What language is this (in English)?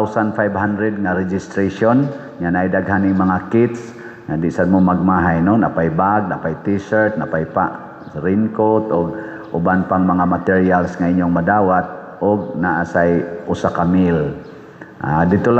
Cebuano